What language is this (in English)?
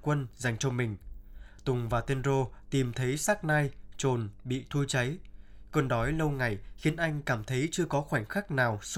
Vietnamese